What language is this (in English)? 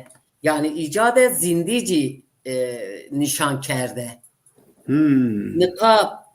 Zaza